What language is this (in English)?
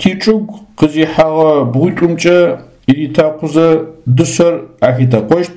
Adyghe